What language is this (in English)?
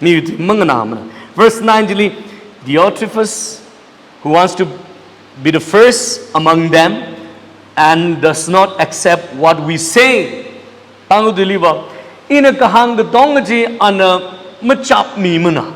Tangkhul Naga (India)